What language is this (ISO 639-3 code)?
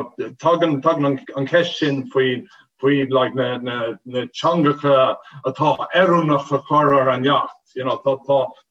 gle